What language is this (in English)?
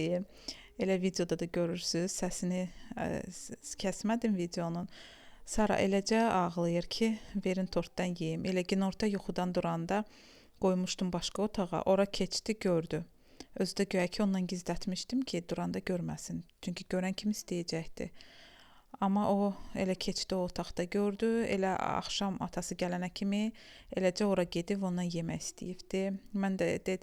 Azerbaijani